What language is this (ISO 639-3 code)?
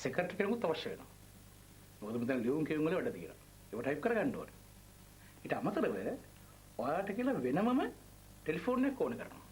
sin